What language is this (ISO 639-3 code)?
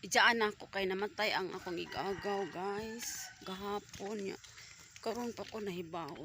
ceb